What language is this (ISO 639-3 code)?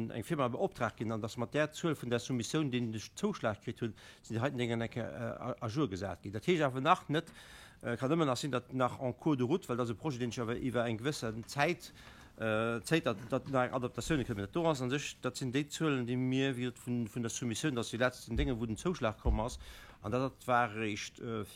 ltz